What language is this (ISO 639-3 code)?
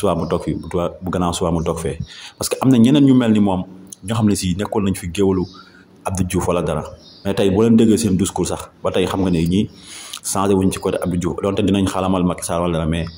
wol